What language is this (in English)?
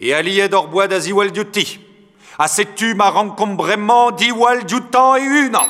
Breton